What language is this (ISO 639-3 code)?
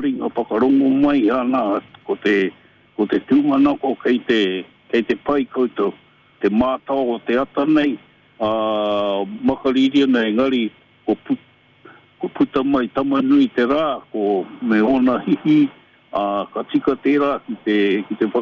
mri